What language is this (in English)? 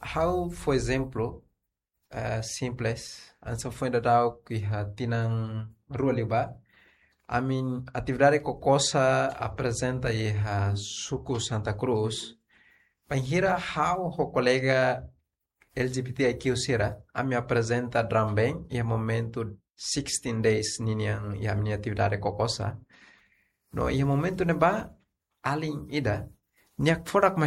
Tetum